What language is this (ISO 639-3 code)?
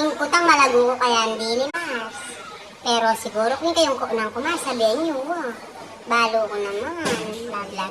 pam